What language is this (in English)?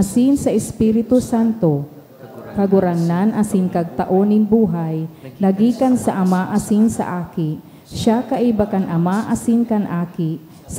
Bikol